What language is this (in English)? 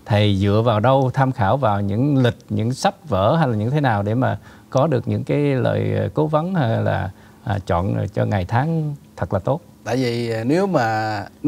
Vietnamese